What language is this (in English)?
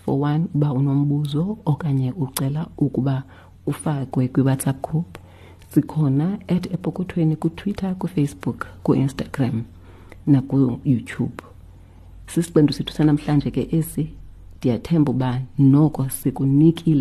Xhosa